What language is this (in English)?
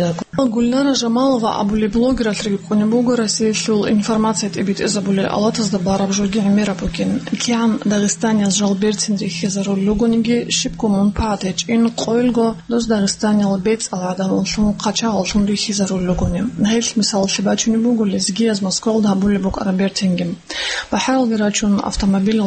Avaric